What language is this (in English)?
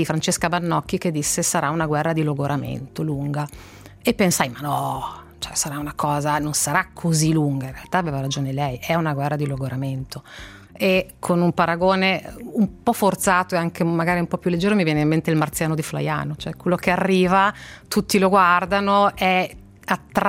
Italian